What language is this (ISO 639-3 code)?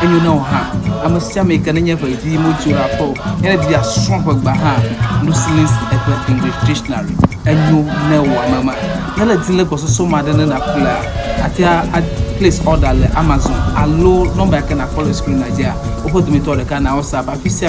ewe